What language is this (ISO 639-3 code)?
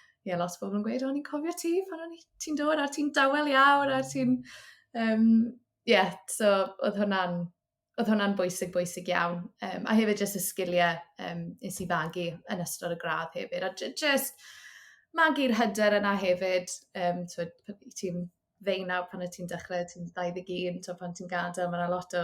cym